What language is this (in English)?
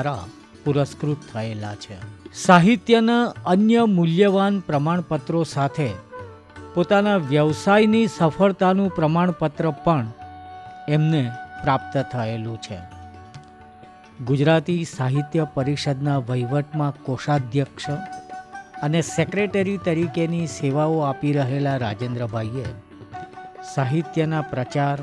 Gujarati